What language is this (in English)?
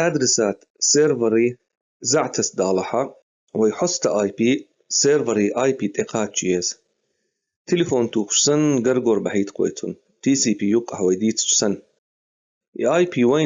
Chechen